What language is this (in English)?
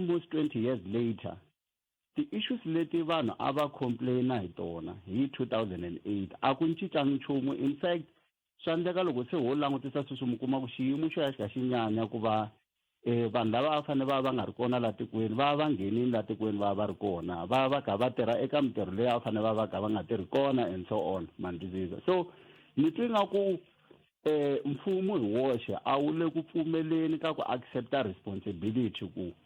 Tsonga